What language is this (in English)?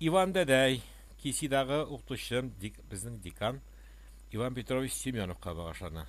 Tatar